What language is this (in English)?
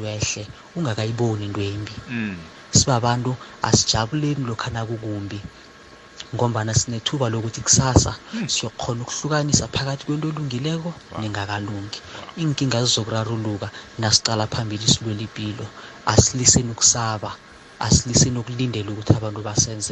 South Ndebele